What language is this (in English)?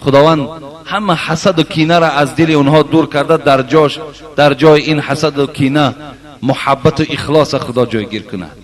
Tajik